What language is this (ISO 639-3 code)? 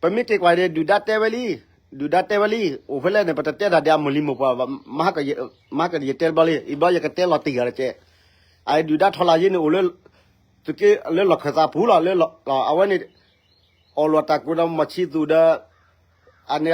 ksw